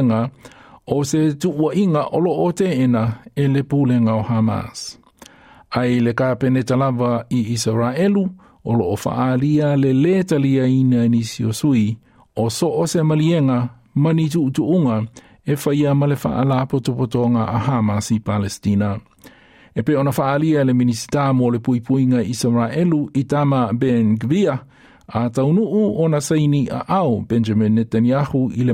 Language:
Samoan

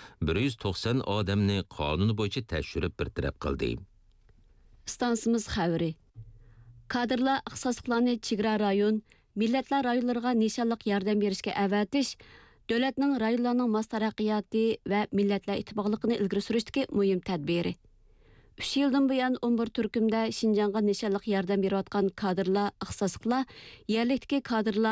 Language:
Uyghur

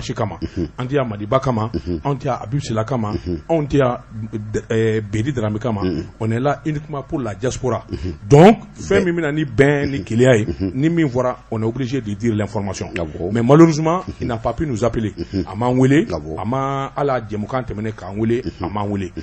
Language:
Bambara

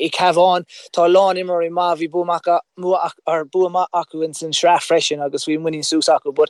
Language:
Irish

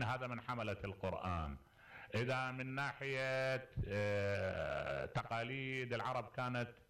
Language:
Mesopotamian Arabic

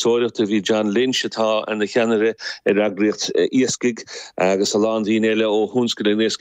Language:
Irish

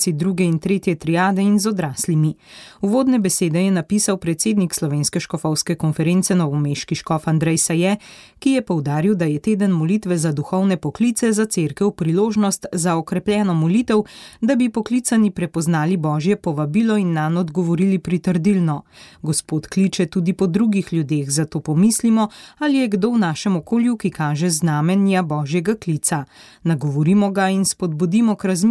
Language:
Slovenian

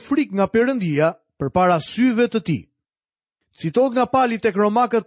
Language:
Albanian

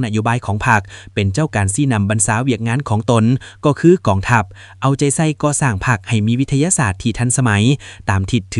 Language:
Lao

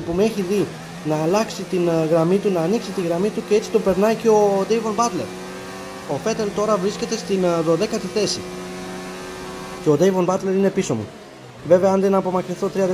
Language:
Greek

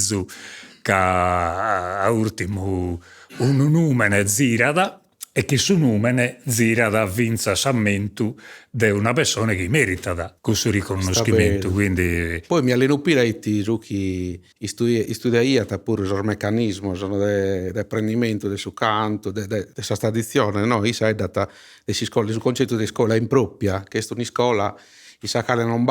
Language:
Sardinian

